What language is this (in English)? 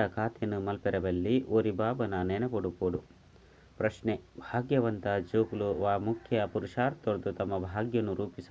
Tulu